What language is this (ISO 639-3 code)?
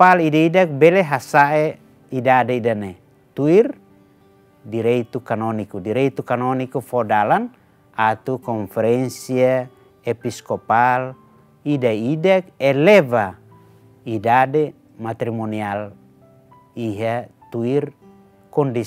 tet